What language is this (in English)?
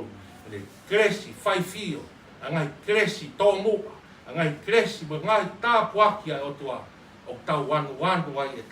Tongan